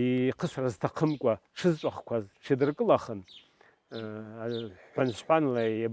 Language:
Abkhazian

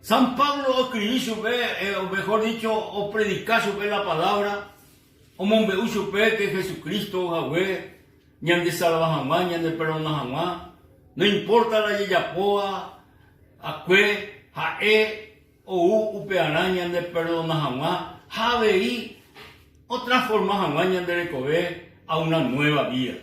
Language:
Guarani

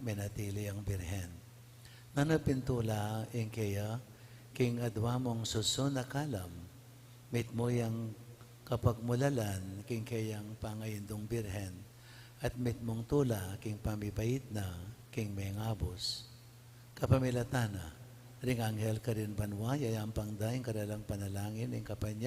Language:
Pampanga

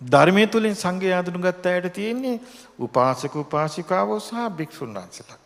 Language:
Sinhala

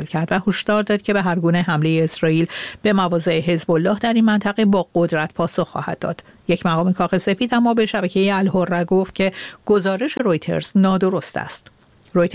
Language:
Persian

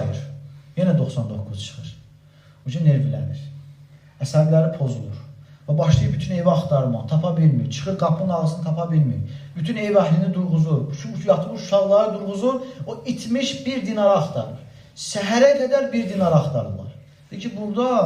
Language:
Azerbaijani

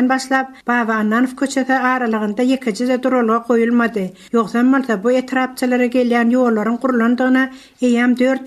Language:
Turkmen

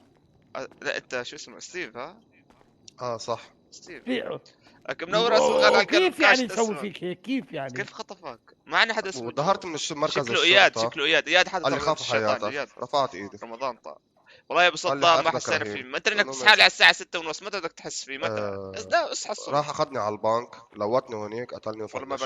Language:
North Levantine Arabic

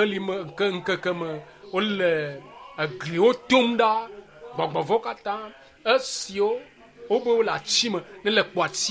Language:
Ewe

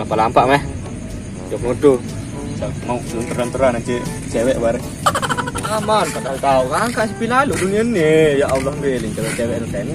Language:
Sasak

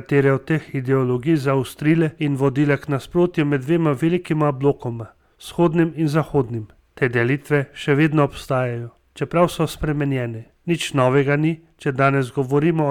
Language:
Slovenian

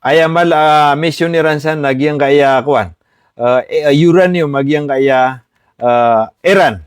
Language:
Maranao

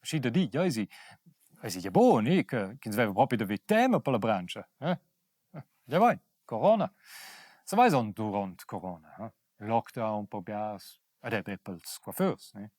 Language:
Romansh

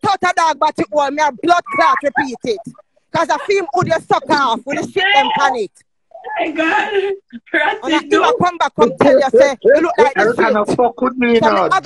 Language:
Jamaican Creole English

